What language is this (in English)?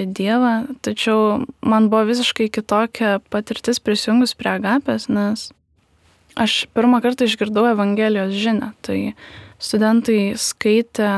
Lithuanian